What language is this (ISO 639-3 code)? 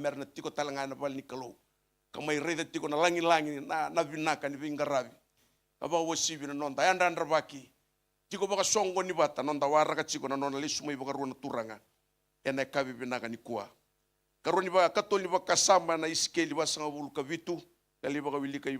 fij